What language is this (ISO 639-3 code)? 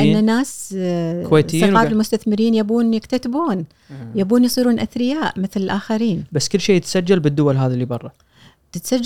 afb